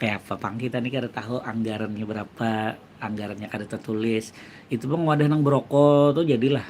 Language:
Banjar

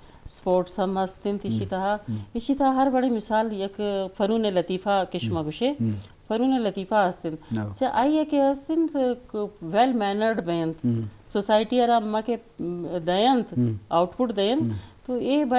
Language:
Eastern Balochi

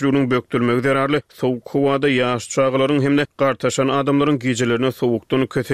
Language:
Turkmen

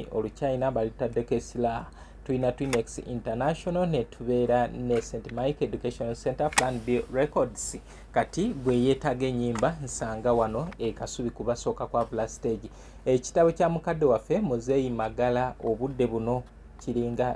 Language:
Ganda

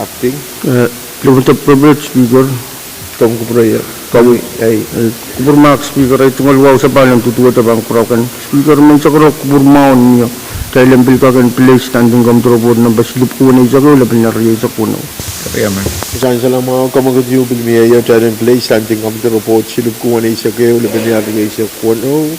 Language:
Pohnpeian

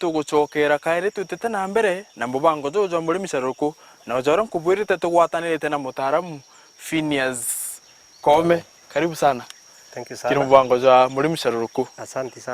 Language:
Meru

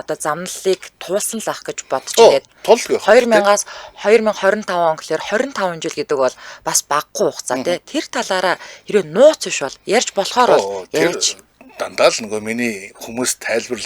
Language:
Mongolian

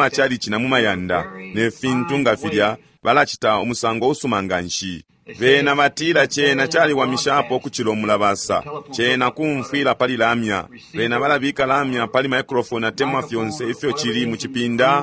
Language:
Bemba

